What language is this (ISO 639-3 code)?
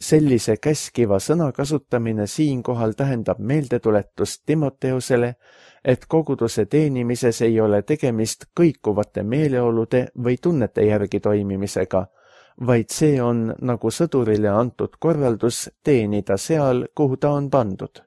est